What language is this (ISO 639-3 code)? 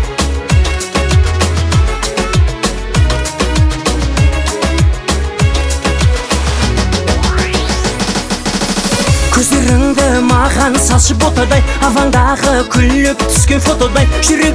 kaz